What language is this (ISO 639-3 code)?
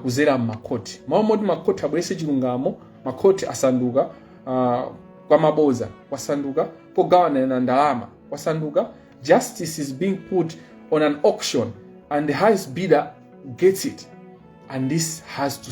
nya